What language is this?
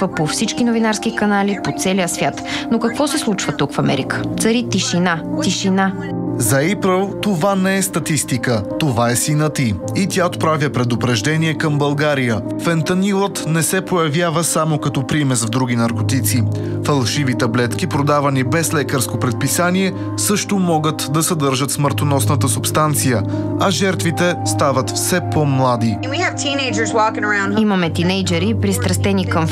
Bulgarian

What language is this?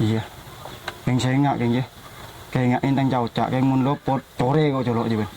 Madurese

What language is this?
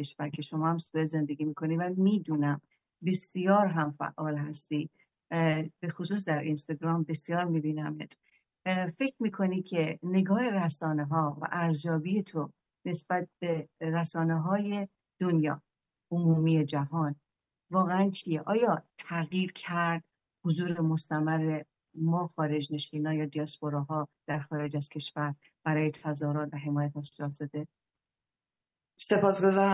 Persian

